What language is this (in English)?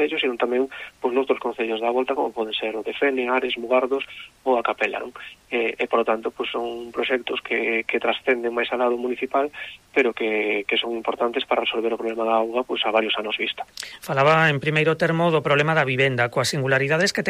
Galician